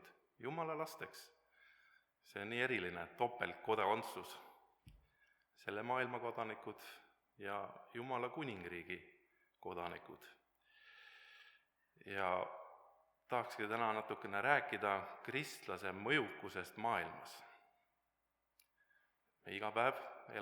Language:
Estonian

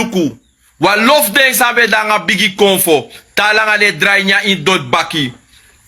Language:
Sranan Tongo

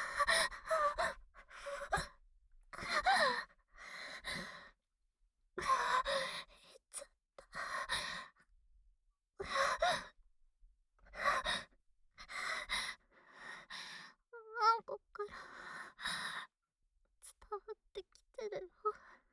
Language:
Japanese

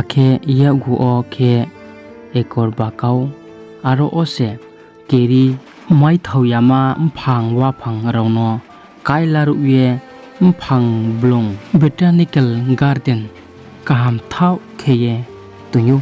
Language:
Riang (India)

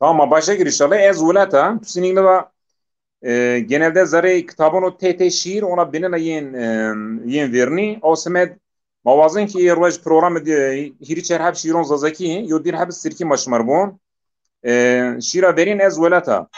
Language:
Zaza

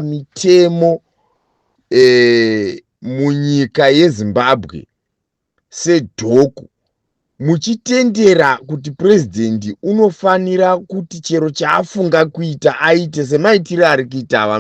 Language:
Shona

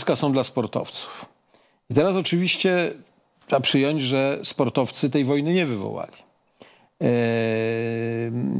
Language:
Polish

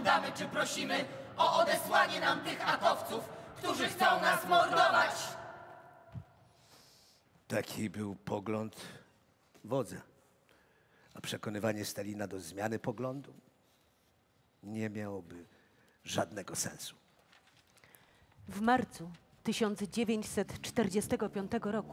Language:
Polish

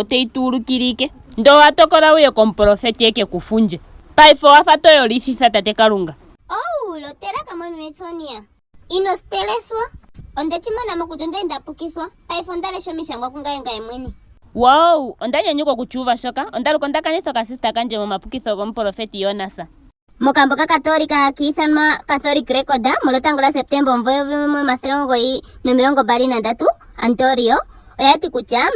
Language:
Ndonga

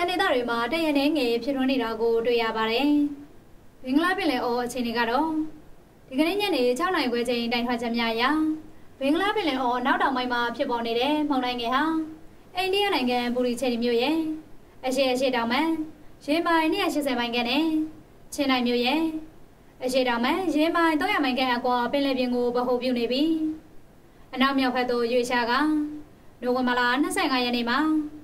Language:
Burmese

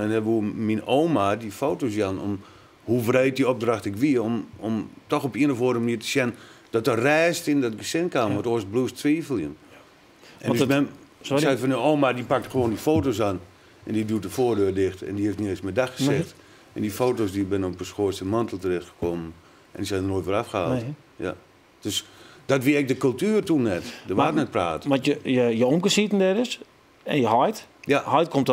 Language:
Western Frisian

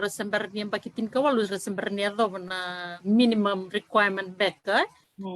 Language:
Fijian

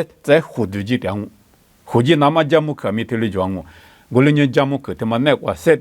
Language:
Lisu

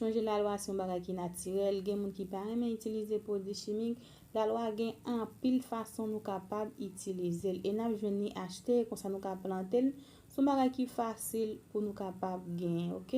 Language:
Haitian Creole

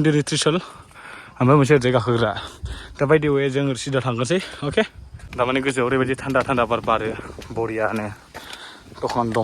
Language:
Bodo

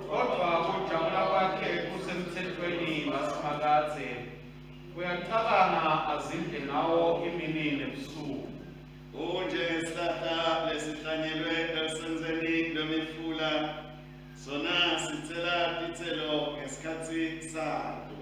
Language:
Swati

